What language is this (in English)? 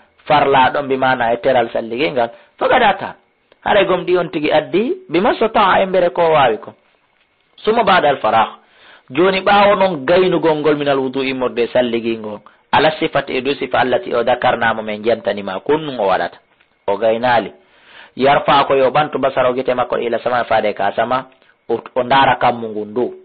Fula